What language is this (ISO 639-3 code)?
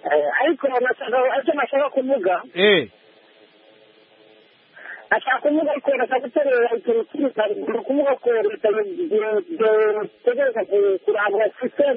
kin